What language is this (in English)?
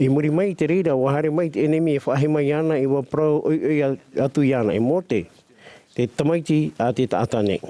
Tahitian